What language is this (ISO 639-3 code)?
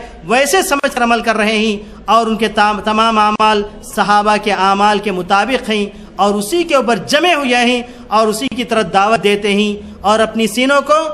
urd